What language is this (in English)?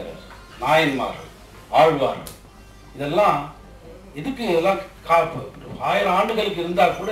Tamil